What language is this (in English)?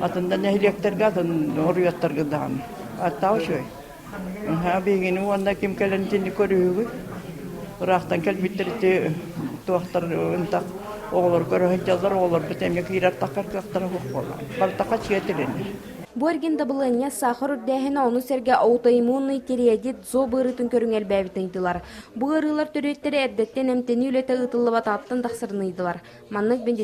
Yakut